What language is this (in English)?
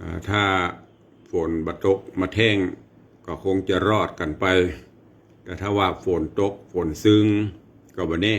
Northern Thai